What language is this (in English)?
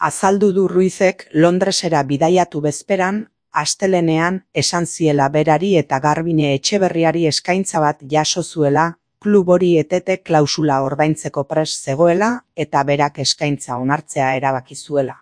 Basque